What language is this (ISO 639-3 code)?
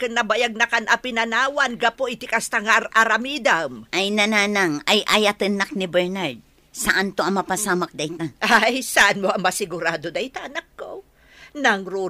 ilo